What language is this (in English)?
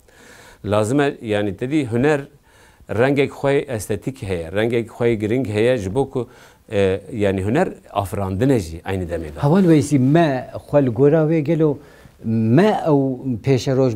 Kurdish